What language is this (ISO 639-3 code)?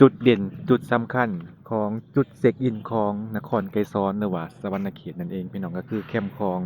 lao